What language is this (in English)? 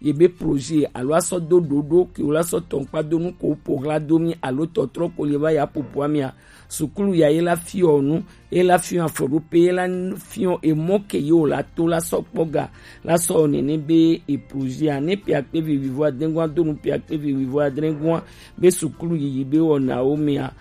Gen